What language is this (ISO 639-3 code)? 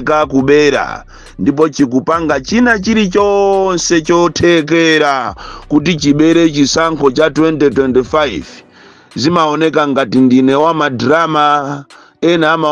nya